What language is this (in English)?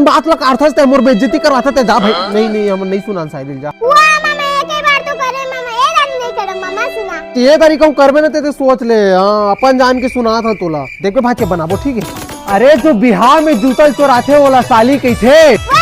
Chhattisgarhi